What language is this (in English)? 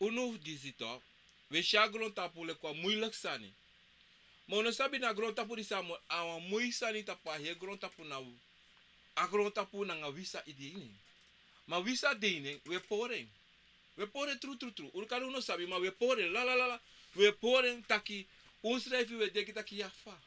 Sranan Tongo